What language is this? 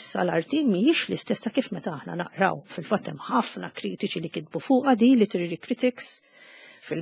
Maltese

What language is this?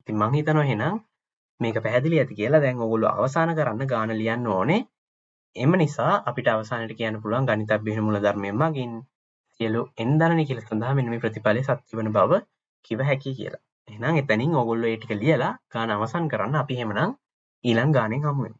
Sinhala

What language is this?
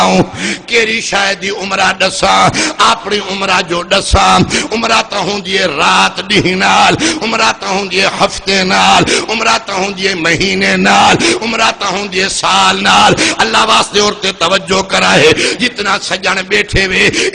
Saraiki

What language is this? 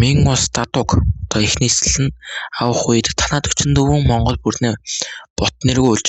Mongolian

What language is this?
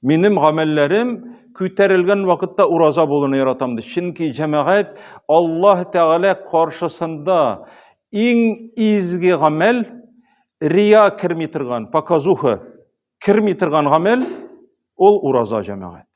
Tatar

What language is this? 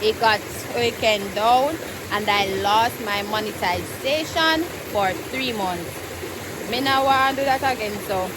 Jamaican Creole English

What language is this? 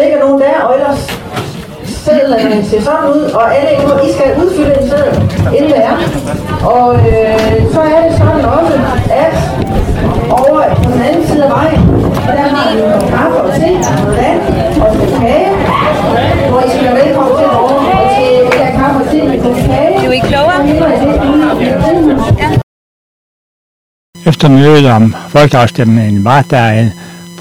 Danish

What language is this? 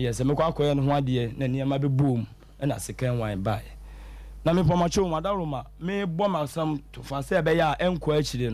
Akan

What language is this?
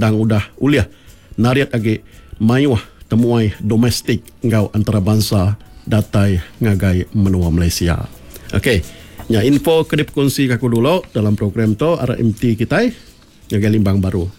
Iban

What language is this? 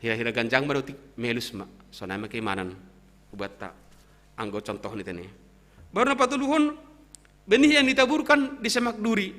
Batak Simalungun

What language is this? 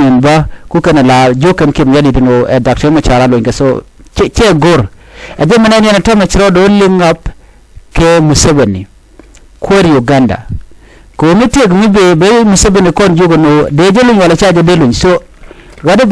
Nuer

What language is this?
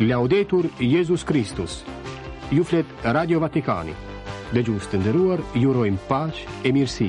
Albanian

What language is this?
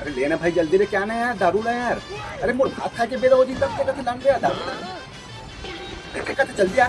Chhattisgarhi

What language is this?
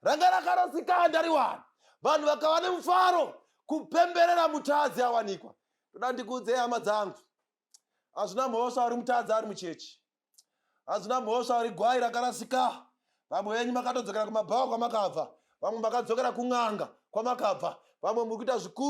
Shona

